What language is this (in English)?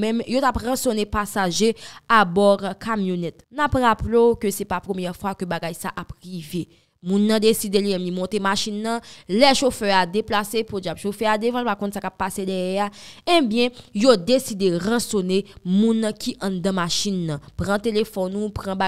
Haitian Creole